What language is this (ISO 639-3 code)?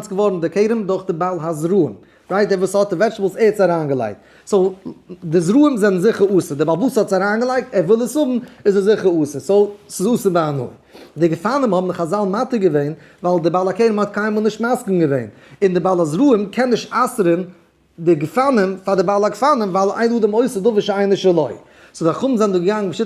yid